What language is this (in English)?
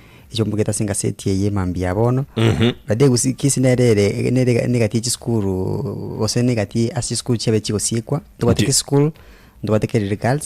Gusii